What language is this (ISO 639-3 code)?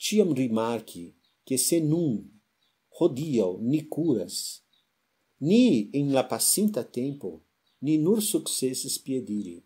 epo